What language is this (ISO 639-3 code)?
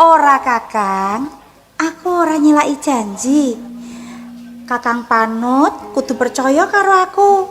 jav